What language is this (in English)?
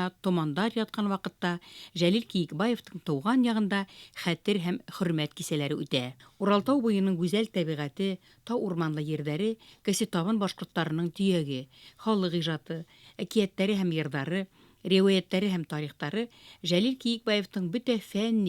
Bashkir